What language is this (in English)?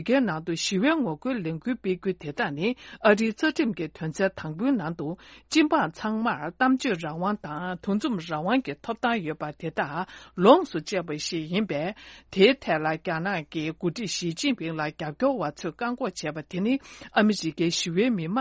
Tibetan